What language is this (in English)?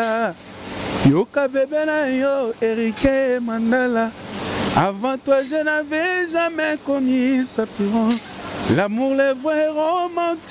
Lingala